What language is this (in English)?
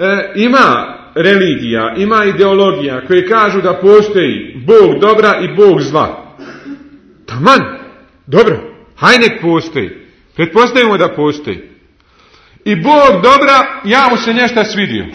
Bosnian